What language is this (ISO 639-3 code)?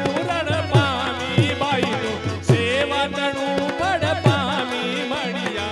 guj